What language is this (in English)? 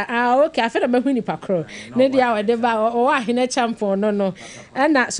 Akan